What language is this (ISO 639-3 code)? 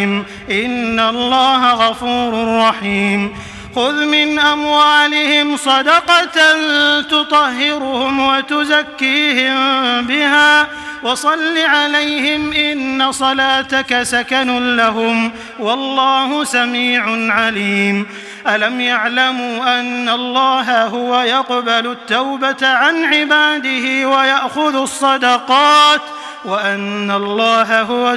ara